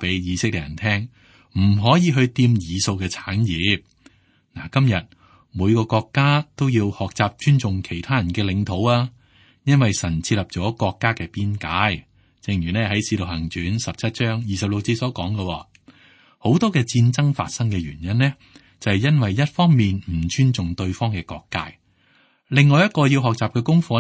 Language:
Cantonese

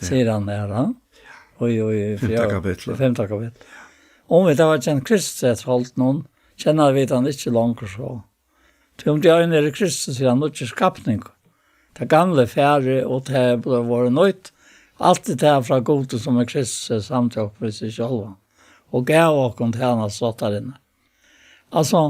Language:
Faroese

